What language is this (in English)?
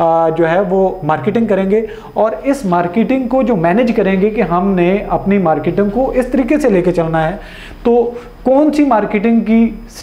Hindi